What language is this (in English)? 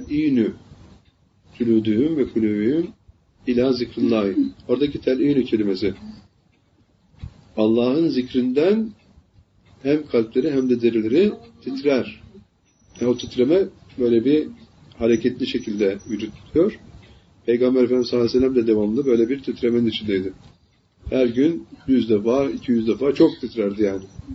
Turkish